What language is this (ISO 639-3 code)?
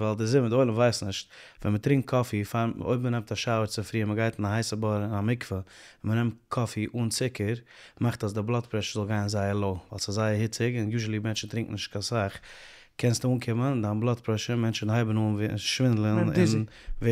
yid